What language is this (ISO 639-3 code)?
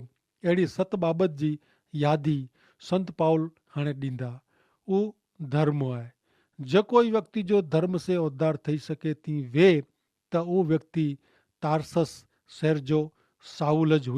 kfr